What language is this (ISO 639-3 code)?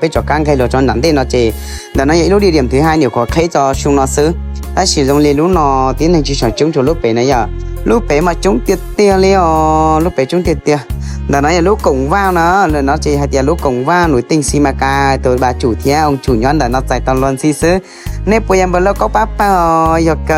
hmn